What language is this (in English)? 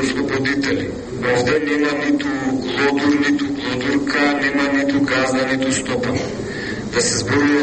Macedonian